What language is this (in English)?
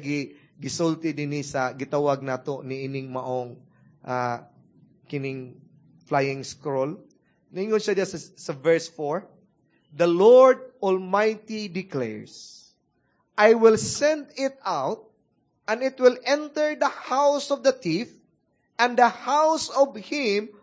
Cebuano